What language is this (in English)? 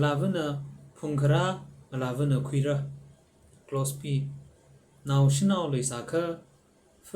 Tangkhul Naga (India)